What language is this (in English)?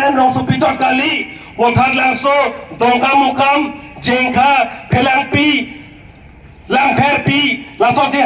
Karbi